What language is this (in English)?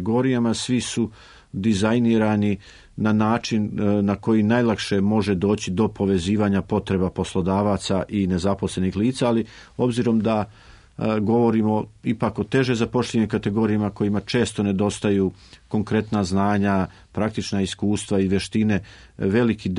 Serbian